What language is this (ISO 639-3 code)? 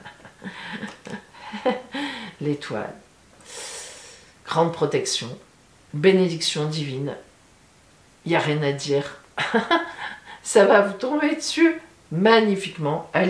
fra